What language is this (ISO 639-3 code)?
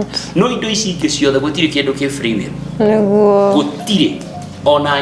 kik